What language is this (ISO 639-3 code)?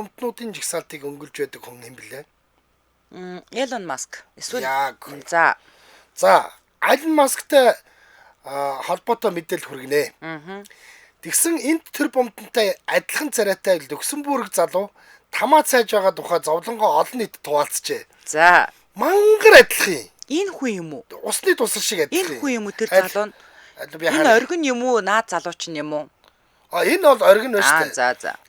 mon